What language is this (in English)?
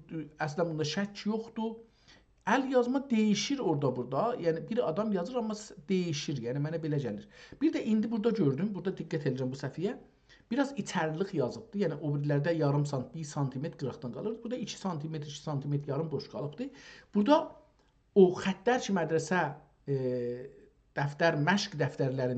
South Azerbaijani